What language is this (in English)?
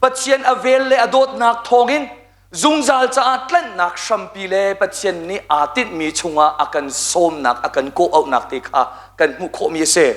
Hakha Chin